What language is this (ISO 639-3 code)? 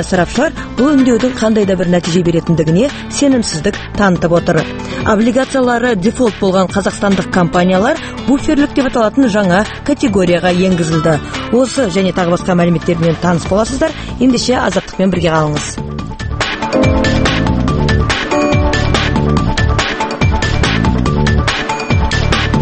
kaz